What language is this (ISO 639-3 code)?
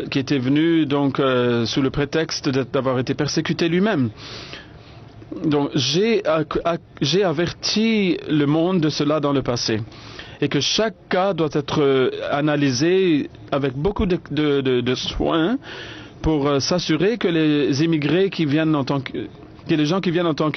fra